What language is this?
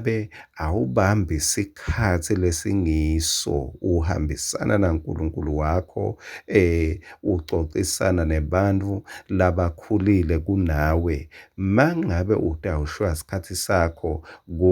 Swati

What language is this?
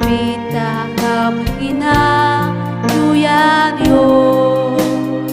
Ayacucho Quechua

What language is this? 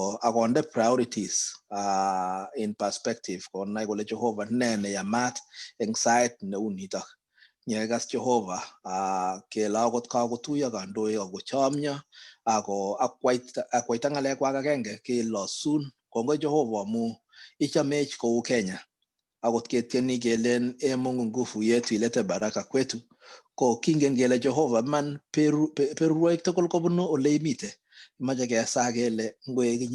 Kalenjin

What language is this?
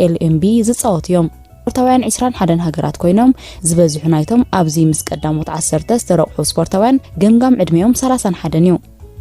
Tigrinya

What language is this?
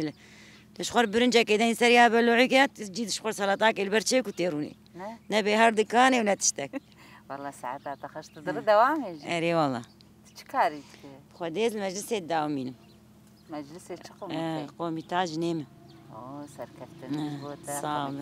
Kurdish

